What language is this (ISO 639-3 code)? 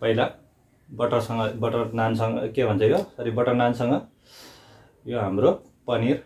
nep